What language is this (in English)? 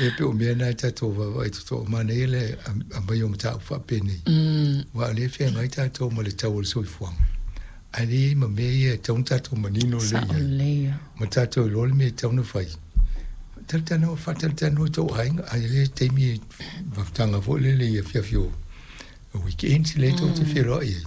Samoan